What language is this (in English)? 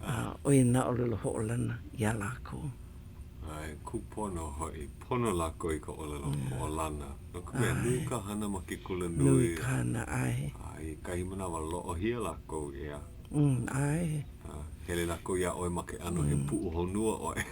Hawaiian